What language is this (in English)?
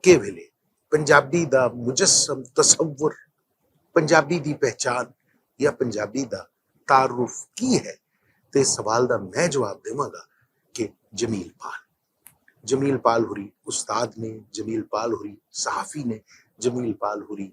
Western Panjabi